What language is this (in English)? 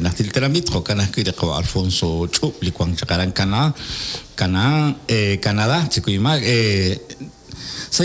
Kekchí